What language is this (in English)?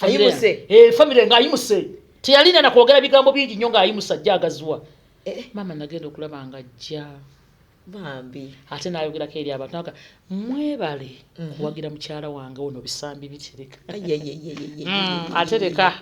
Ganda